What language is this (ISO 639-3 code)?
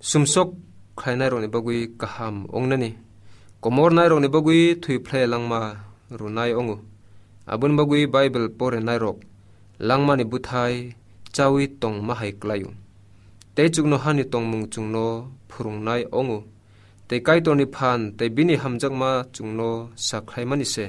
trp